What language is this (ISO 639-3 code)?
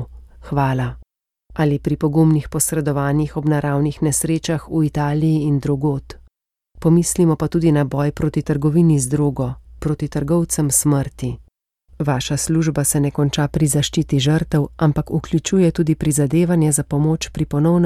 slv